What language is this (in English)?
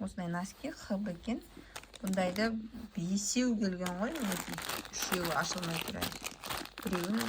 Kazakh